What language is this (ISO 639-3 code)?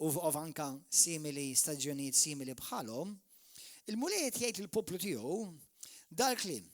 mlt